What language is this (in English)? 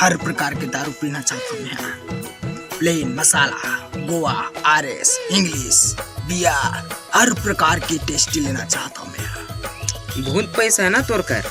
Chhattisgarhi